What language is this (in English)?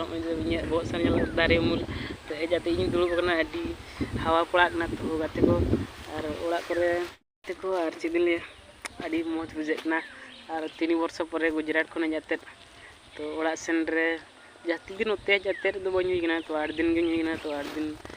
Santali